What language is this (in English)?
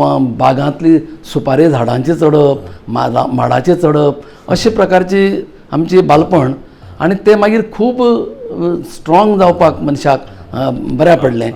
Konkani